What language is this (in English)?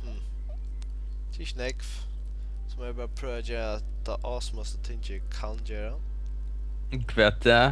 Faroese